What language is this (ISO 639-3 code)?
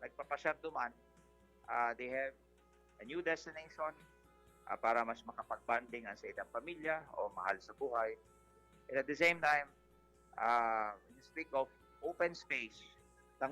bik